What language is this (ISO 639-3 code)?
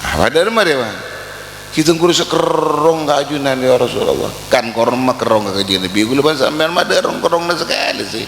mad